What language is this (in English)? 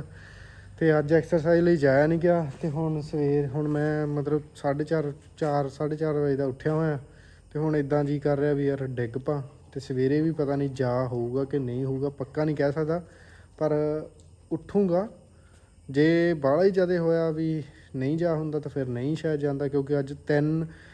Punjabi